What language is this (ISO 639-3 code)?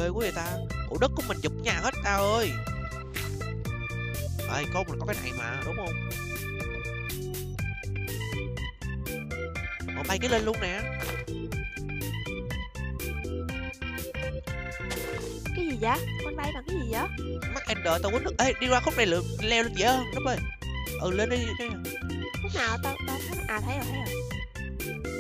vie